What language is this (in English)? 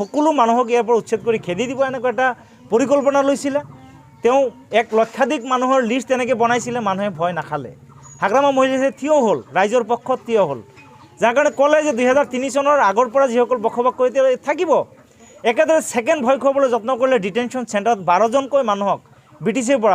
Assamese